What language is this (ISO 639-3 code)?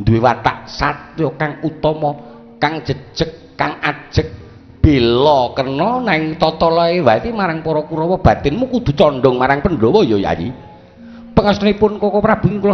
jav